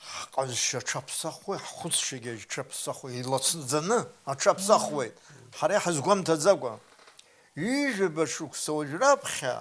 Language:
Abkhazian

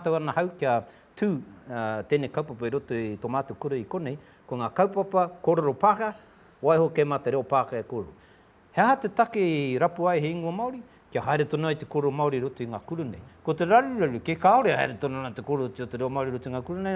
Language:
Māori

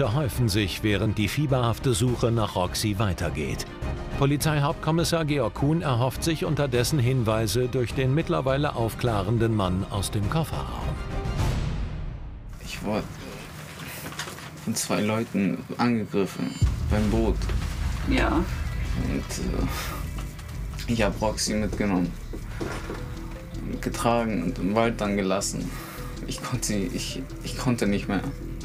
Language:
German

